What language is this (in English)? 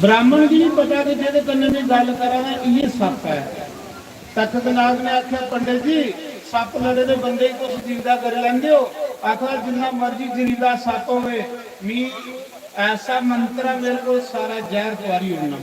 Dogri